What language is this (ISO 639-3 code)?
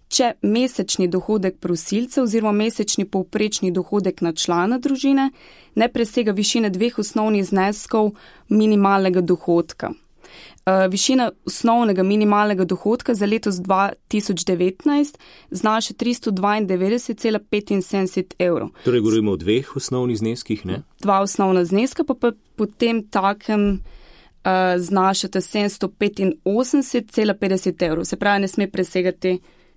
slv